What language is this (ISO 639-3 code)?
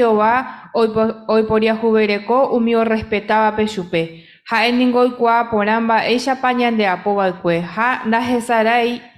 grn